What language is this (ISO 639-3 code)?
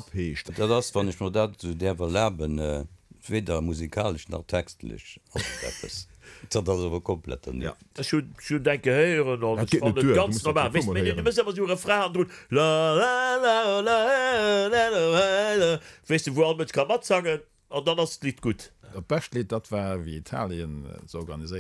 ltz